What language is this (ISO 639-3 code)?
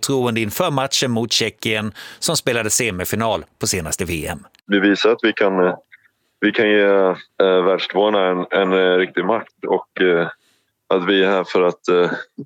swe